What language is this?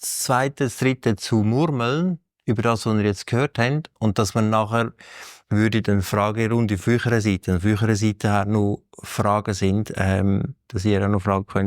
Swiss German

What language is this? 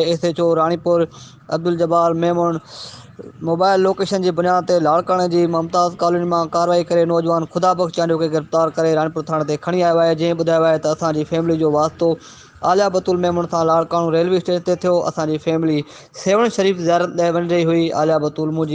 Sindhi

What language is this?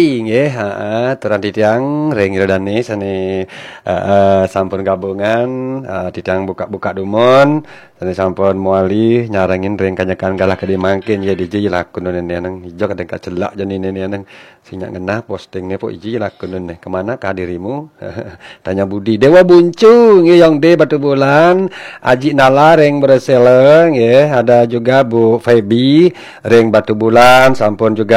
Balinese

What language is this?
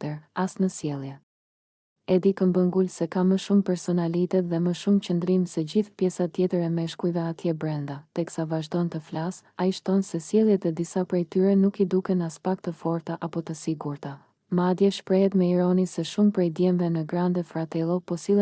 Albanian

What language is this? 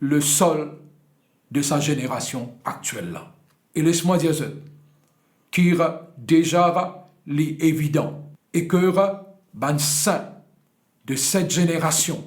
Morisyen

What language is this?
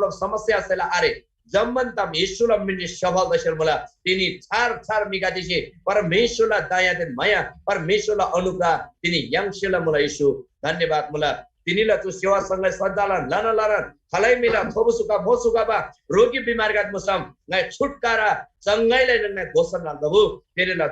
Eastern Tamang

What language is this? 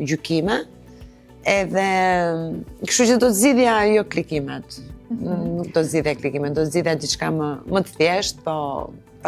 Albanian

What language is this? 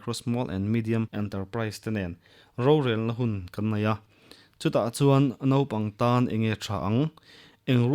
Mizo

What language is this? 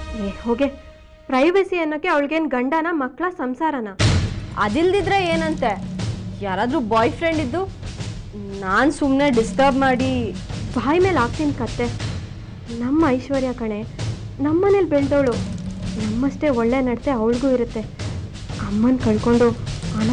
Kannada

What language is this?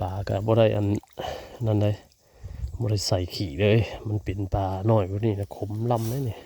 Northeastern Thai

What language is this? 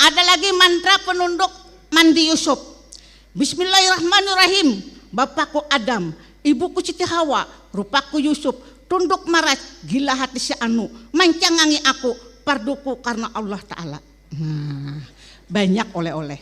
Banjar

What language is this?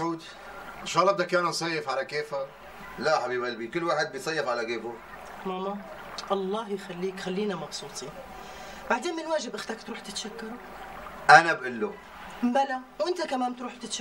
North Levantine Arabic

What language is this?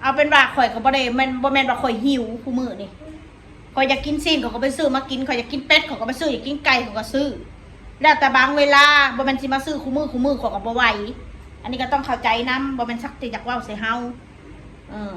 Northeastern Thai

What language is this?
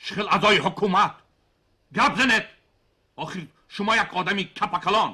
Tajik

